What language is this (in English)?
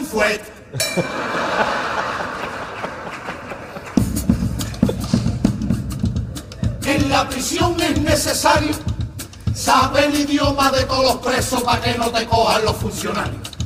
Spanish